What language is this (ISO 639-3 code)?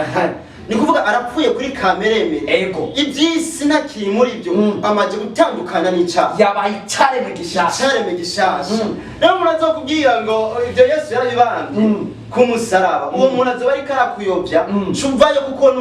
run